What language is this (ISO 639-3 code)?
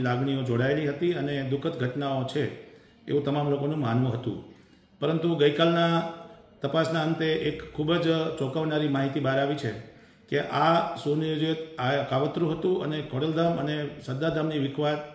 guj